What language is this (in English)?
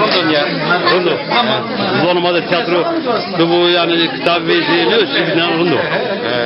Zaza